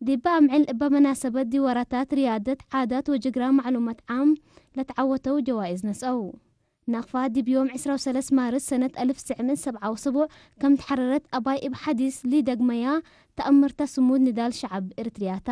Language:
Tigre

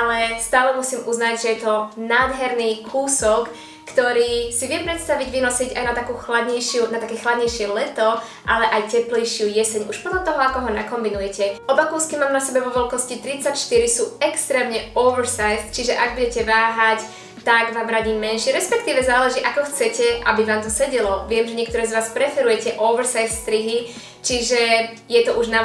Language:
Slovak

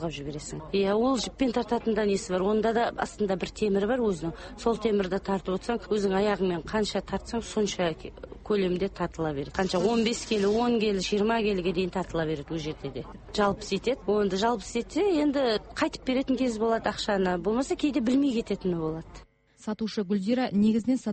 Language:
Kazakh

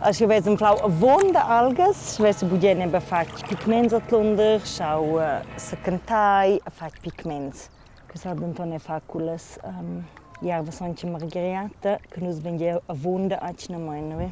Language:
Romansh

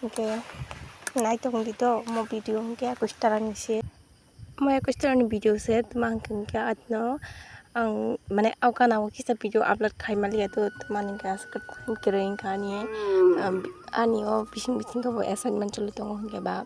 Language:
Kok Borok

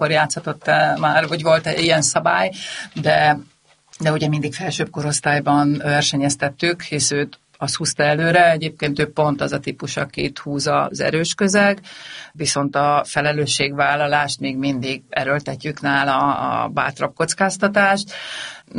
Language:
Hungarian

